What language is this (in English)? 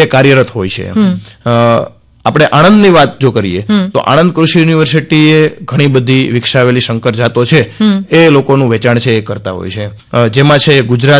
Gujarati